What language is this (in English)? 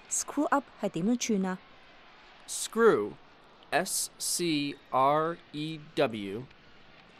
Cantonese